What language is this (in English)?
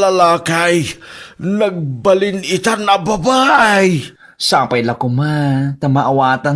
Iloko